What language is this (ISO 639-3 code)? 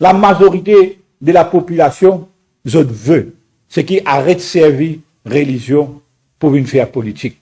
mfe